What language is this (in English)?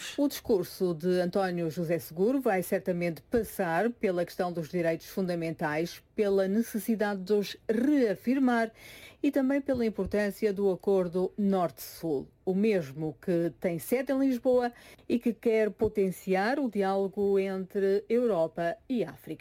Portuguese